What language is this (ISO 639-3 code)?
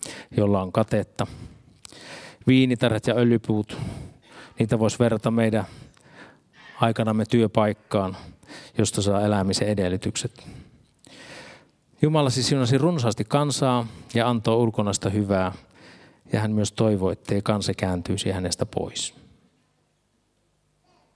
fin